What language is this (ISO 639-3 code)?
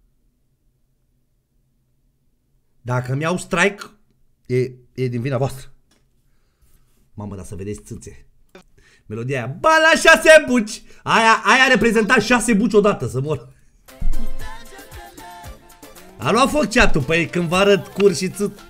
ron